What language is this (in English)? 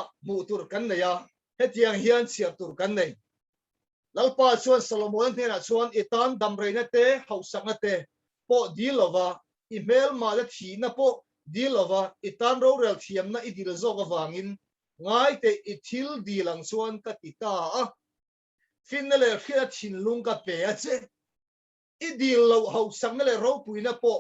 Mizo